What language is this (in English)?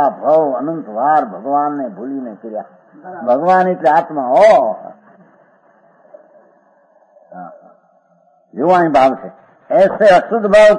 Gujarati